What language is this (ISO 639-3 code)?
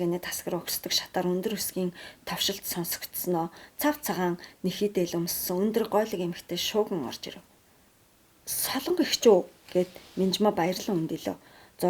mon